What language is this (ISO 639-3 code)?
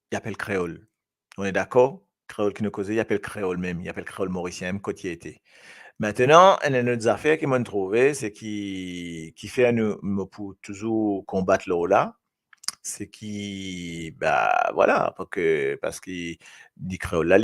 mfe